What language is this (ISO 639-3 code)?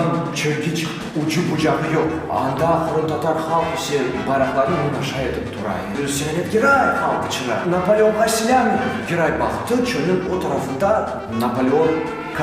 crh